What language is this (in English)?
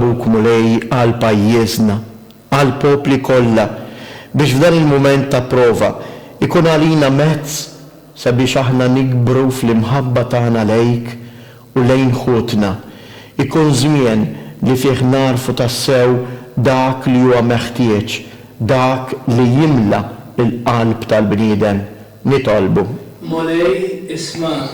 Maltese